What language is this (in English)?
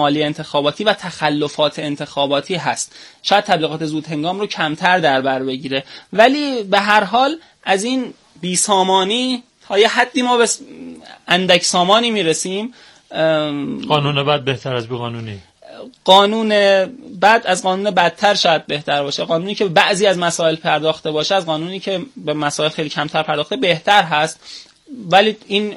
Persian